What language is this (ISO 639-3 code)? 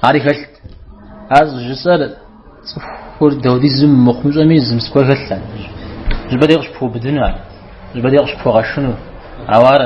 kbd